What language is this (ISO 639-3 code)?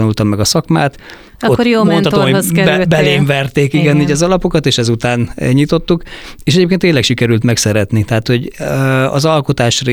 hun